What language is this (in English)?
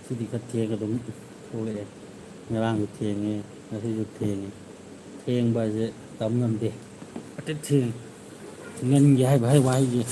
Manipuri